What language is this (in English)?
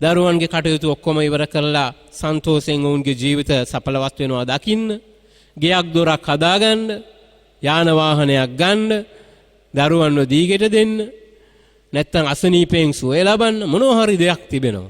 Sinhala